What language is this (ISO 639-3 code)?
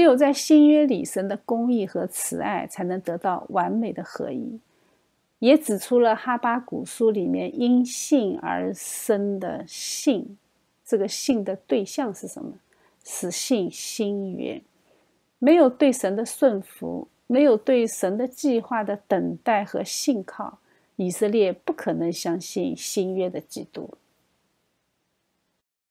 zho